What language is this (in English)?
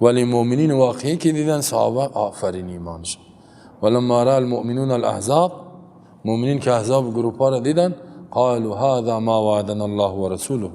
Persian